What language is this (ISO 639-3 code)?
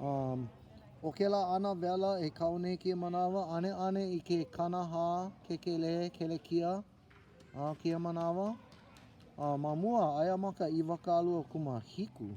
haw